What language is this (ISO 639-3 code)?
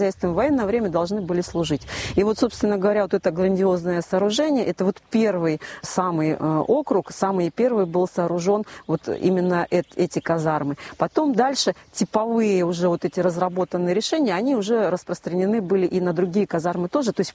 rus